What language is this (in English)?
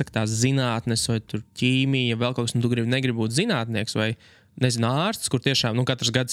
Latvian